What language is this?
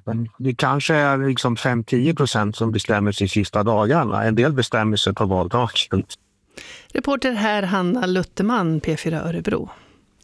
Swedish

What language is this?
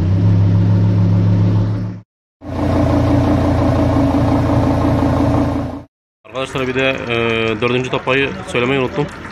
Turkish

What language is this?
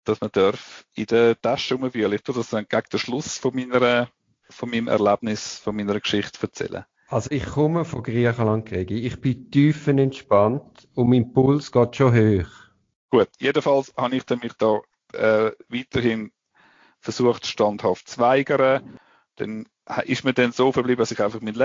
German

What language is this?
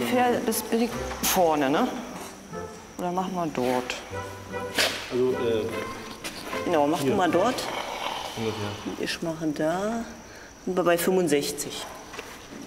German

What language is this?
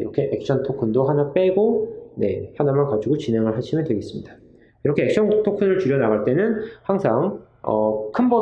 Korean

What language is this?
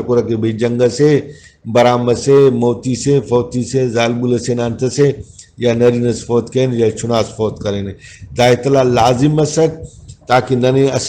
Brahui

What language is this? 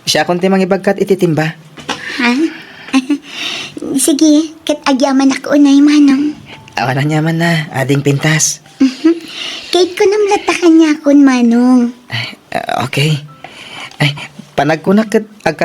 Iloko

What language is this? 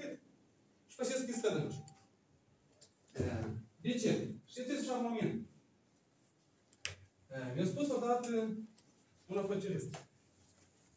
Romanian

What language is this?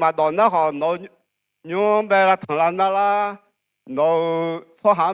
Akha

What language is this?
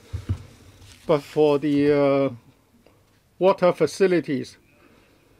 English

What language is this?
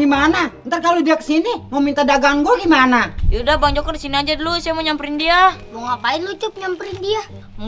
Betawi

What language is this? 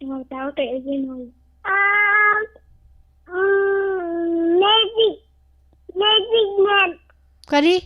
Manipuri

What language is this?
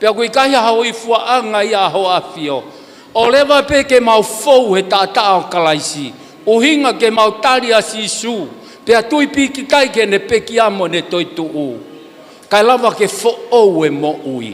Tongan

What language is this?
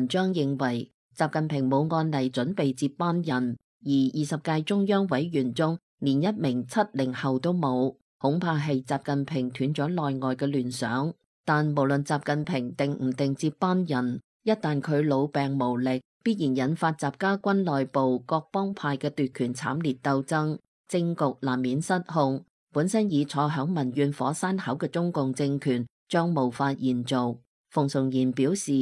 Cantonese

